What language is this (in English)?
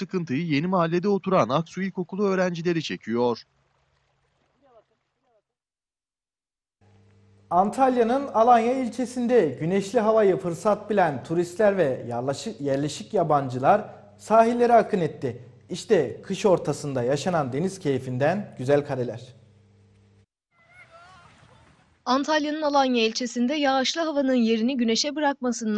Turkish